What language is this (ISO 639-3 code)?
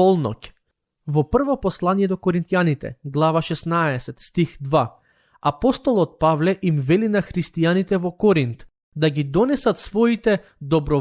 mkd